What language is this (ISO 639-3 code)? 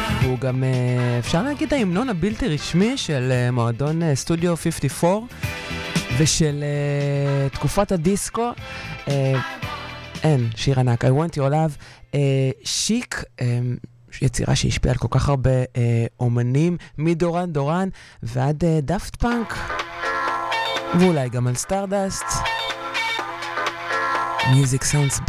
heb